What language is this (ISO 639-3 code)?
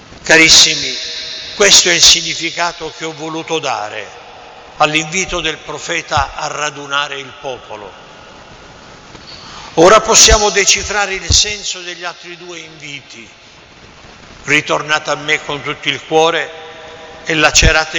ita